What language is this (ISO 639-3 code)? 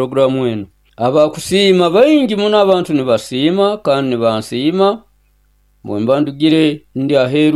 nyo